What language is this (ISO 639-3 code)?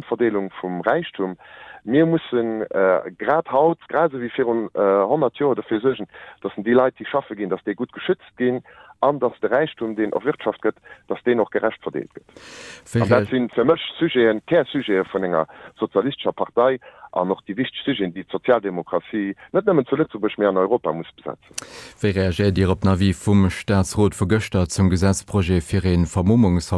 ltz